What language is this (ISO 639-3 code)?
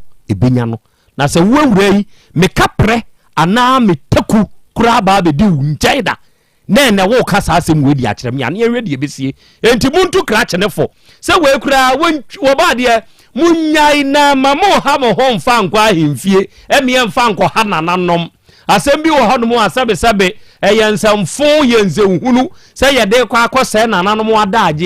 aka